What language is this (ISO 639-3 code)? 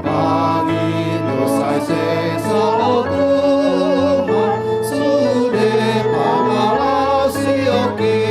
bbc